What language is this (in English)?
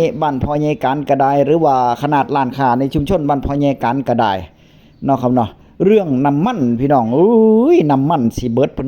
Northeastern Thai